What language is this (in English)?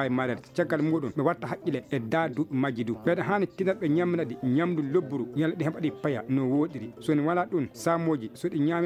Fula